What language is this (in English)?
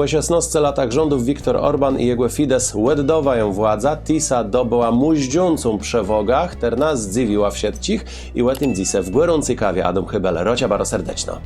Kashubian